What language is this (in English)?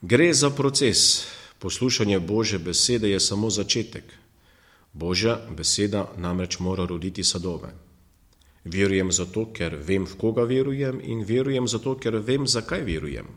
Slovenian